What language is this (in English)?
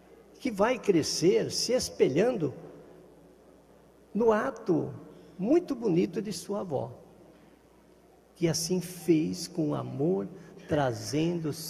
Portuguese